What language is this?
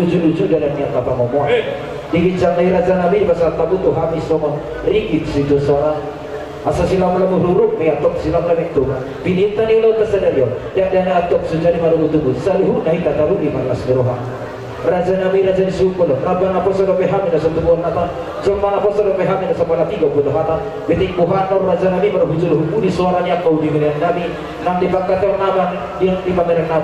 Batak Toba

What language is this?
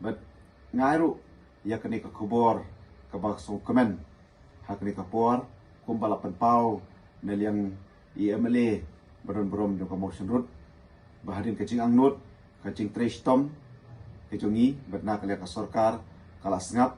Khasi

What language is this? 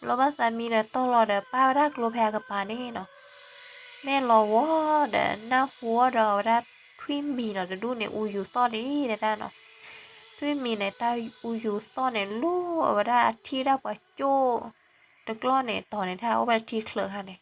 S'gaw Karen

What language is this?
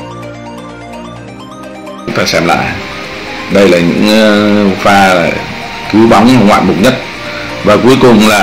Vietnamese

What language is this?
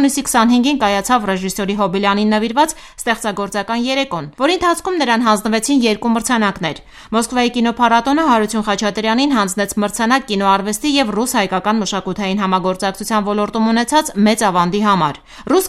Armenian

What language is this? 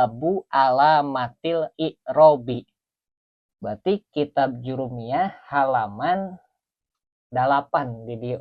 Sundanese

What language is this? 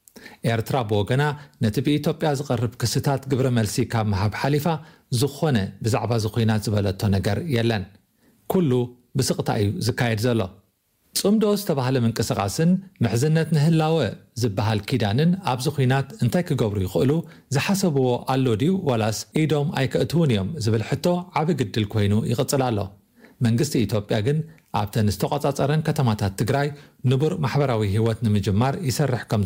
Tigrinya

